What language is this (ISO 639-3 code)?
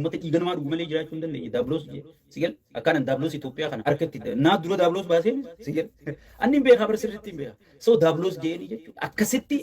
orm